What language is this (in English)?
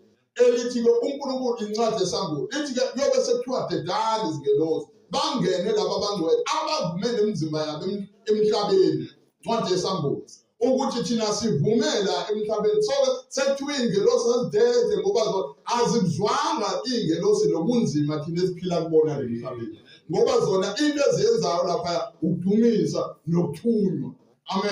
Zulu